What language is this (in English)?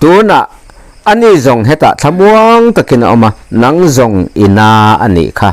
Mizo